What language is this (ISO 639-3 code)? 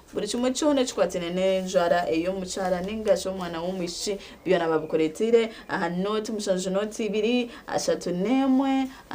nyn